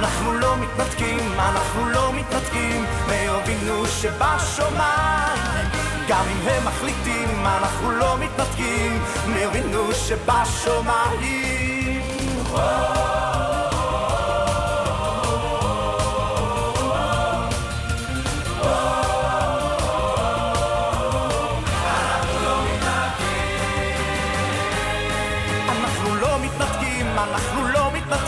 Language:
Hebrew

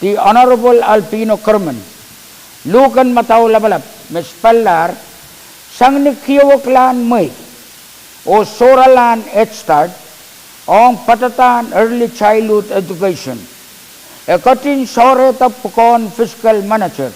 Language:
Pohnpeian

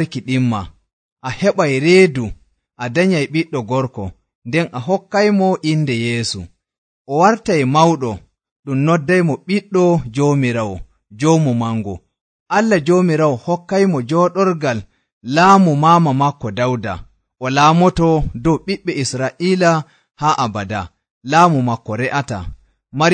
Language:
Nigerian Fulfulde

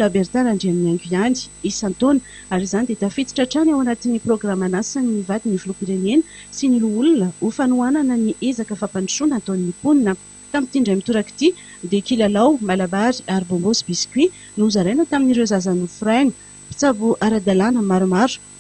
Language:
Malagasy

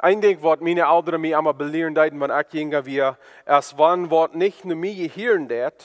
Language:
Plautdietsch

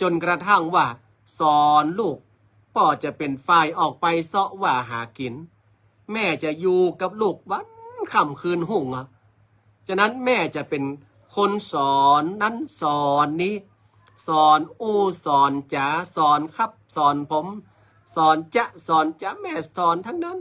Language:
Northern Thai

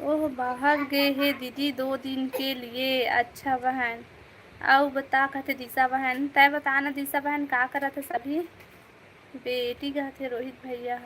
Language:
Chhattisgarhi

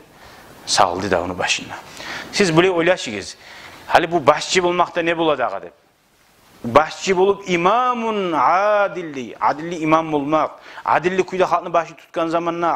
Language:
Kumyk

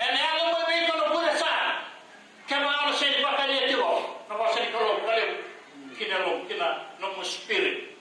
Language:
Fijian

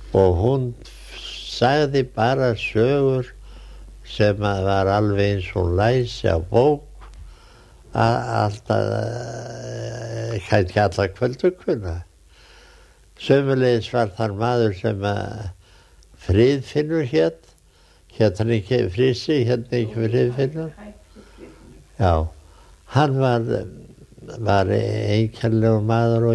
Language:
Icelandic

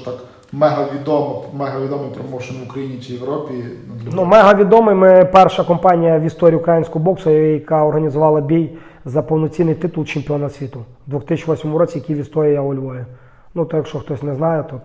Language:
Ukrainian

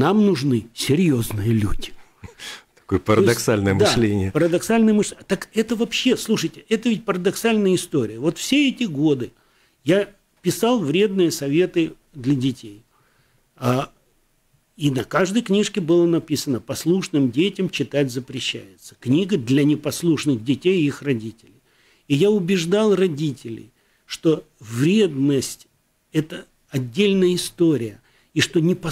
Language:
Russian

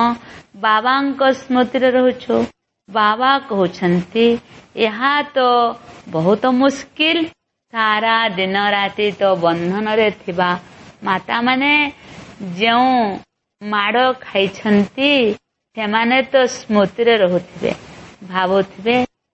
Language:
Odia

